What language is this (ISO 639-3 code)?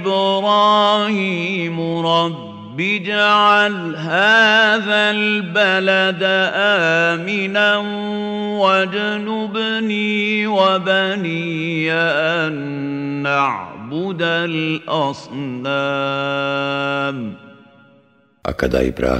bos